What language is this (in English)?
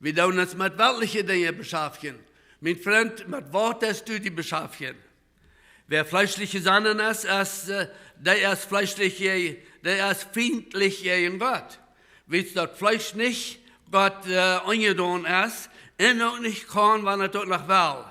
Plautdietsch